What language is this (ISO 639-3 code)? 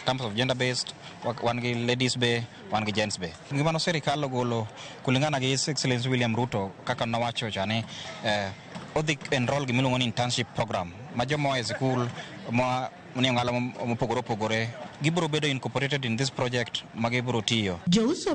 luo